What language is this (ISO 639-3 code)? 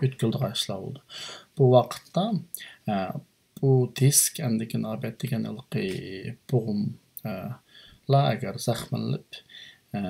uig